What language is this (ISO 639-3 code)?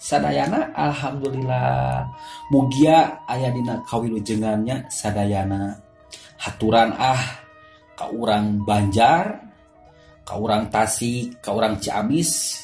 sun